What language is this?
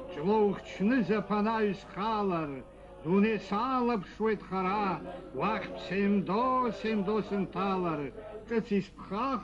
Abkhazian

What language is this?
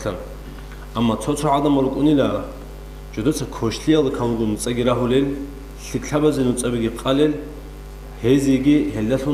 Avaric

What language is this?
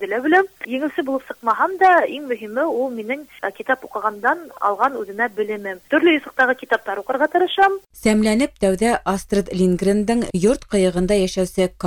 Bashkir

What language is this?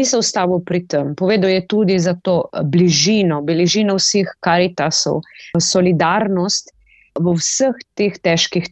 Slovenian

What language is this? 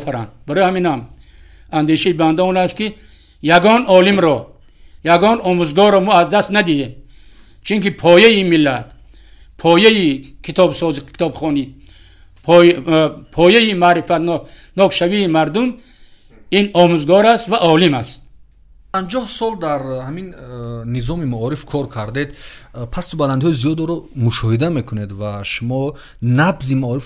Tajik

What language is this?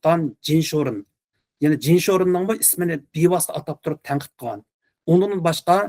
Uyghur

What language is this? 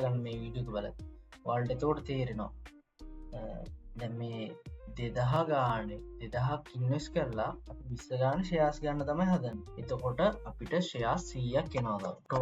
Sinhala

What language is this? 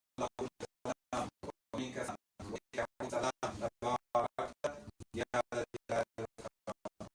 Pular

